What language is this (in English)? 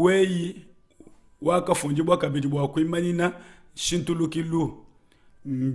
Luba-Lulua